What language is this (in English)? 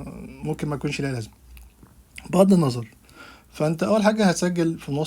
Egyptian Arabic